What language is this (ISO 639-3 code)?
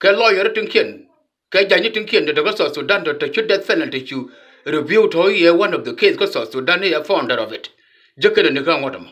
nus